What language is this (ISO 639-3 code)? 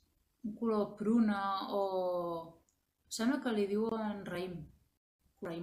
cat